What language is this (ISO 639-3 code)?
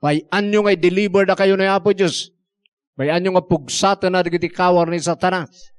ilo